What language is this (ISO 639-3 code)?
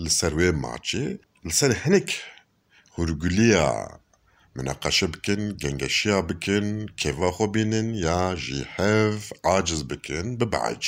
kur